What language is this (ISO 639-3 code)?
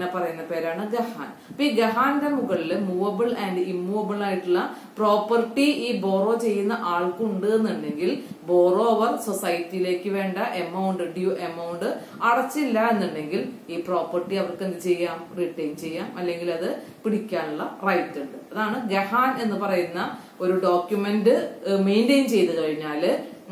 mal